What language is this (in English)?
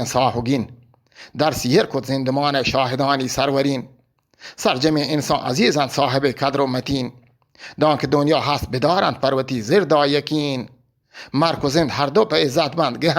Eastern Balochi